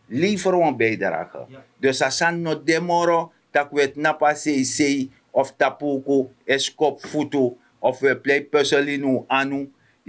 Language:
Sranan Tongo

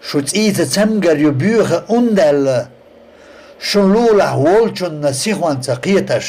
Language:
Chechen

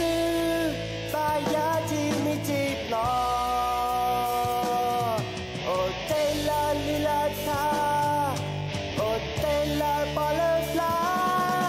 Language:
S'gaw Karen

